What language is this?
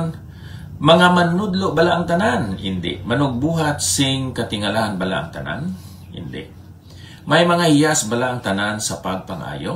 Hiligaynon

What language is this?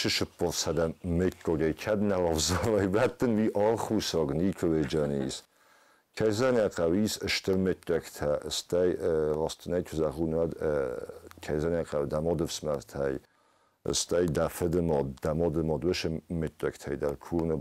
Ossetic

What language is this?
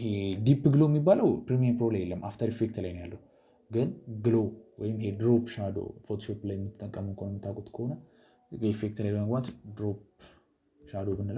Amharic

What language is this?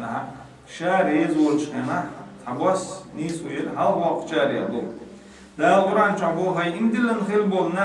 Chechen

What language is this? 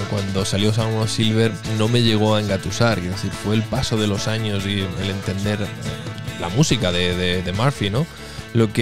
Spanish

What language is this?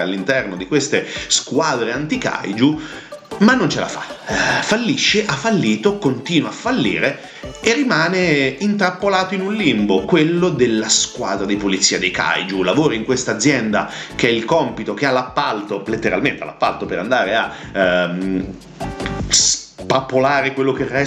Italian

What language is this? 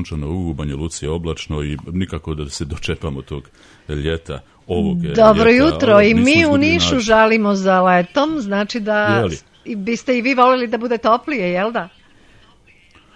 Serbian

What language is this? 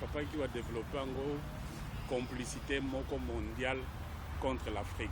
Lingala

